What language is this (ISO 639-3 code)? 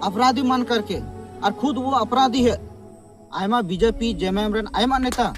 sat